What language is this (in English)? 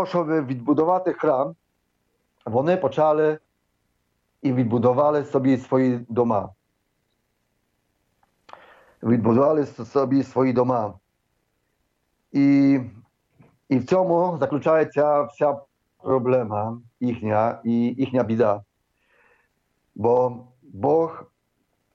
Ukrainian